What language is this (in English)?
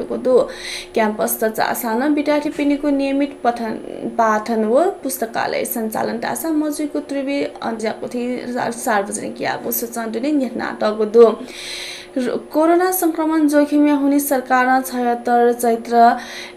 Newari